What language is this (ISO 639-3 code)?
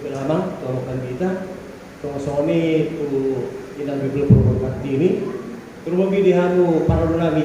bbc